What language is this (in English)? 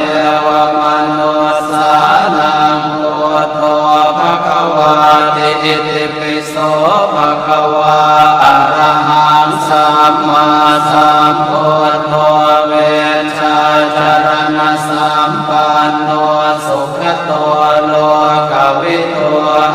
Pali